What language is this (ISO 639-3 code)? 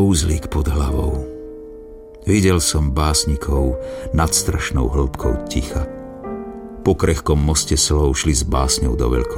slk